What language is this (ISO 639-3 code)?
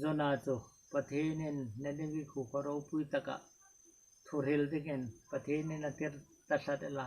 hmr